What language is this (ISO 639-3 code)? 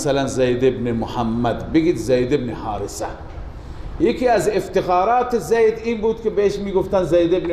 fas